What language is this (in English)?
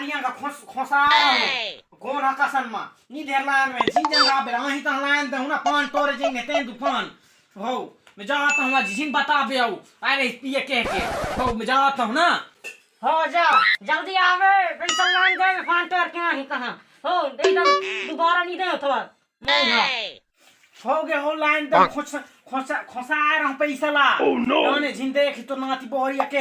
Chhattisgarhi